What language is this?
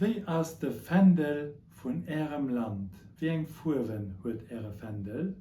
Luxembourgish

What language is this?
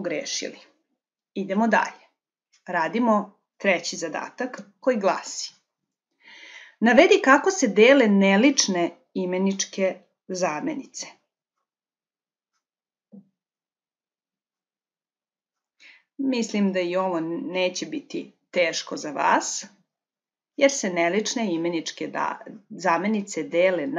Serbian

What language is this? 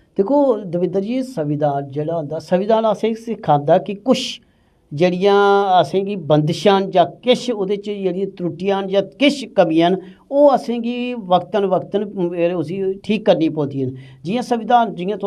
Dogri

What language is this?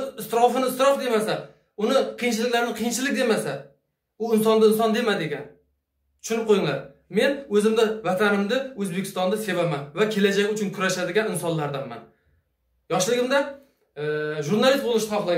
Uzbek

